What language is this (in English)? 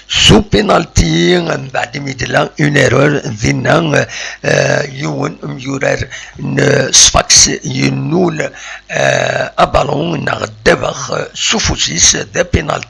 Kabyle